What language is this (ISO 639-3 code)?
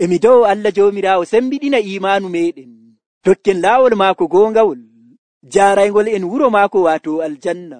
fuv